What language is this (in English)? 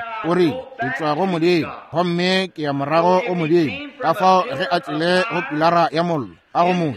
Northern Sotho